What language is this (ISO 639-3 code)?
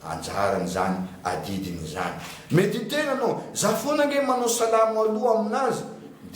mlg